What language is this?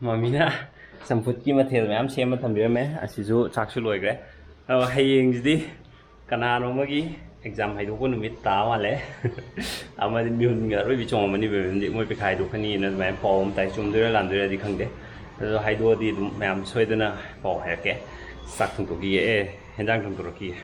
Manipuri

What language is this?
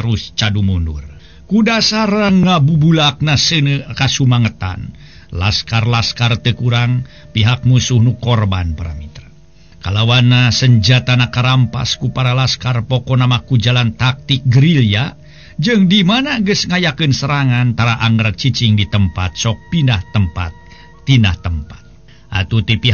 Sundanese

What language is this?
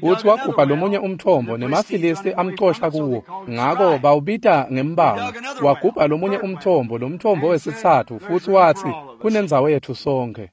Swati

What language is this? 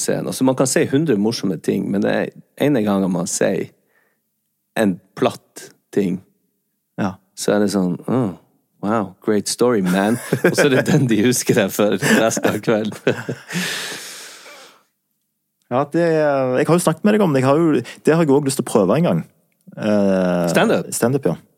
Norwegian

